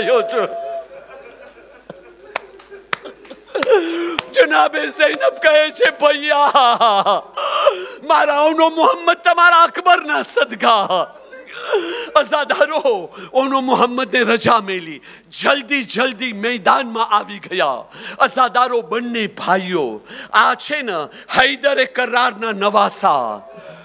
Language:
Gujarati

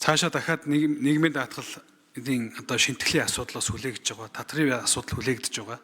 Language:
Mongolian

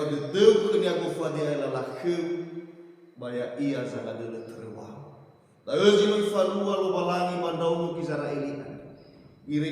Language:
Nias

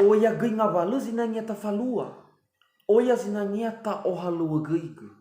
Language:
Nias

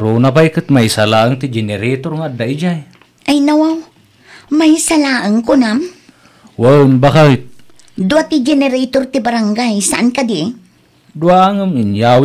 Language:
Iloko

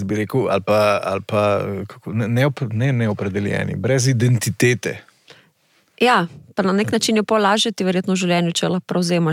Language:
Slovenian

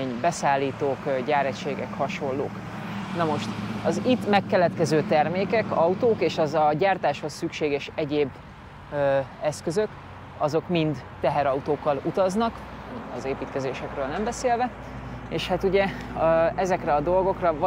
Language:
Hungarian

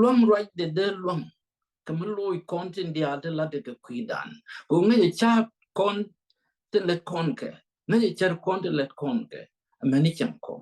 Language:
Nuer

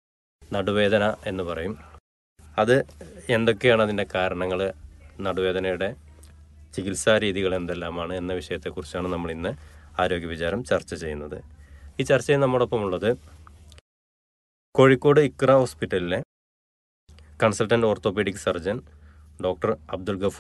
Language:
Malayalam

